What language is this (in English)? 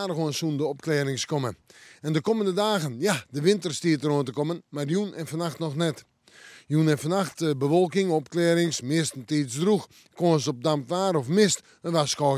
Western Frisian